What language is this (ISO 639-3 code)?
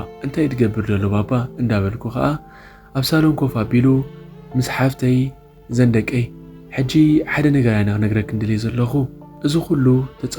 tir